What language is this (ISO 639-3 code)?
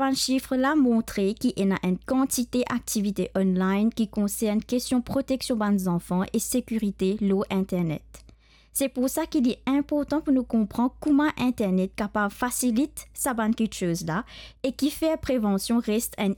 mfe